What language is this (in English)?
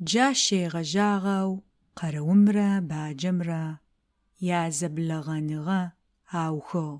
Adyghe